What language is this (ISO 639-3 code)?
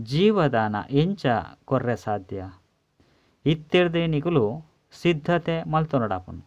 tcy